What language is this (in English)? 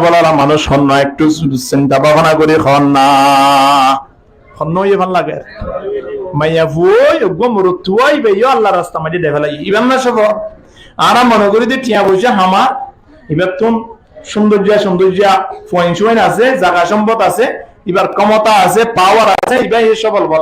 Rohingya